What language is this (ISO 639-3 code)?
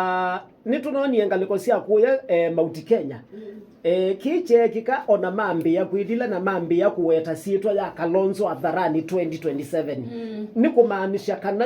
kam